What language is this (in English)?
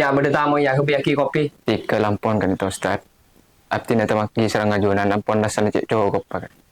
Madurese